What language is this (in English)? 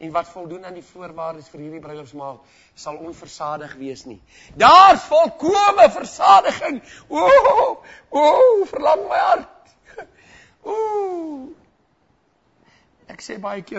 Afrikaans